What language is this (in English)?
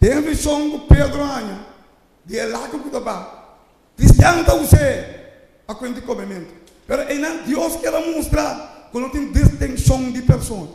Papiamento